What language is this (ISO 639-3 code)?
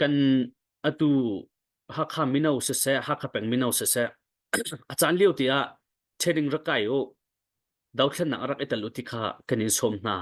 cnh